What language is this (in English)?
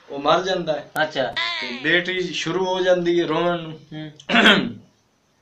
Punjabi